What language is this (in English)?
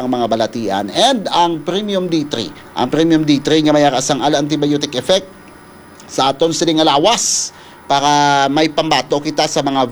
Hiligaynon